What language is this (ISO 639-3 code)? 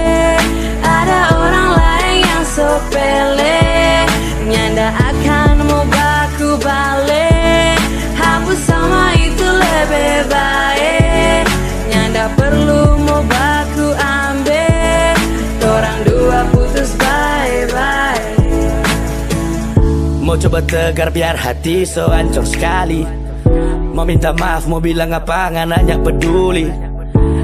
xmm